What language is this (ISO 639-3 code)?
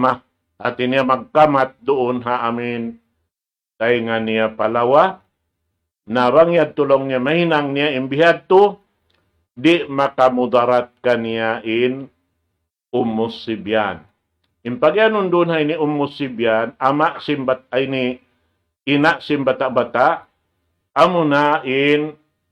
tsg